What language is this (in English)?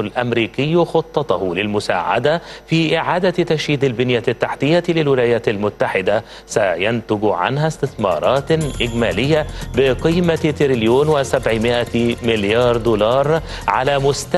Arabic